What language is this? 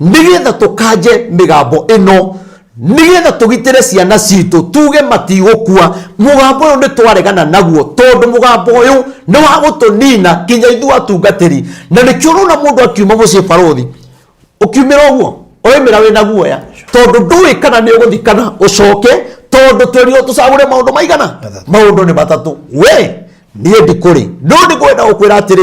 Kikuyu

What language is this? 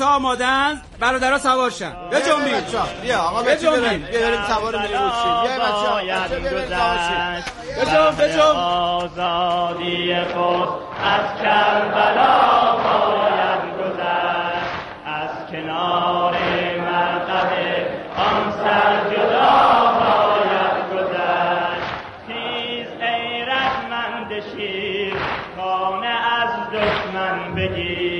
Persian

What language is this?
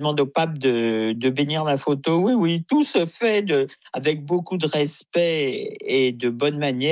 French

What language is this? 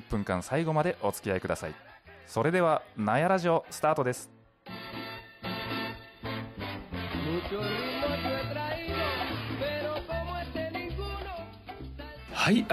Japanese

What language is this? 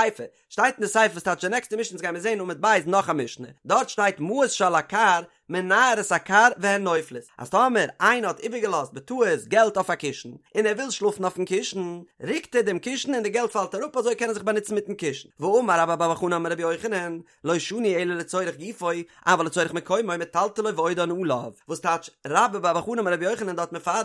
Yiddish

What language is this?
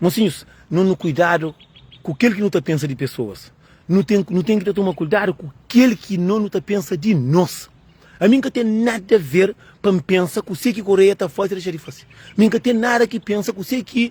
Kabuverdianu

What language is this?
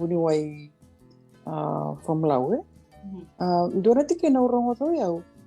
Fijian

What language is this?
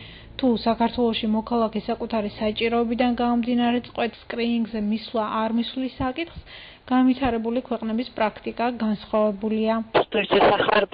Georgian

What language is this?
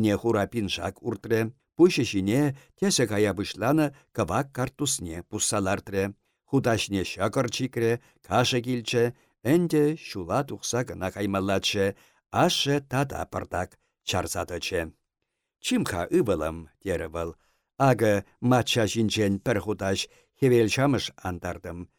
Chuvash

